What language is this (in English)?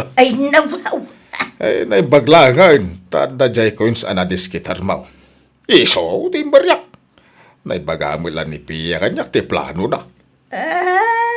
Iloko